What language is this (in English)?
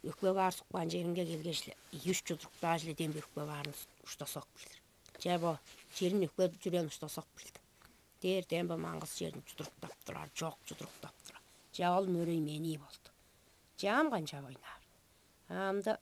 Tuvinian